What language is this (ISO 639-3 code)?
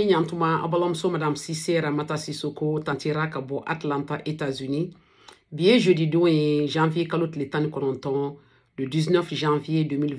bam